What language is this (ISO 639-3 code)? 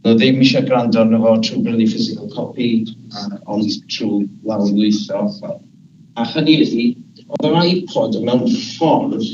cym